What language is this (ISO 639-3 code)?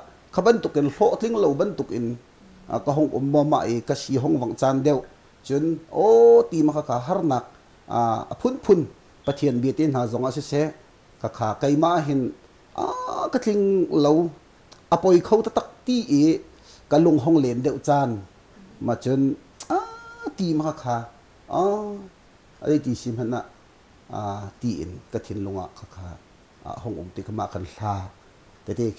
cnh